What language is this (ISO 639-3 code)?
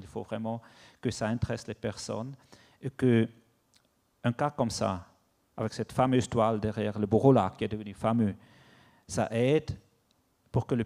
fra